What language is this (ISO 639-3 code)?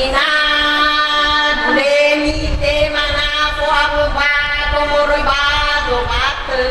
nia